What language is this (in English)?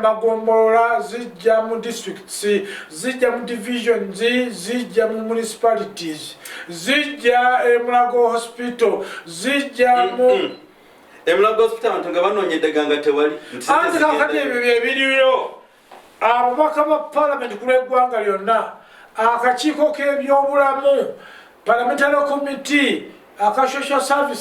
Ganda